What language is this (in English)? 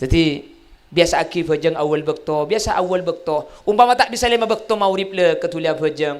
Madurese